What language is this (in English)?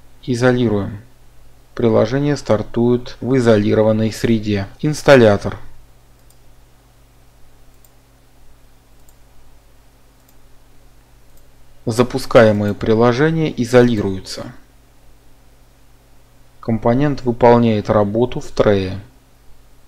Russian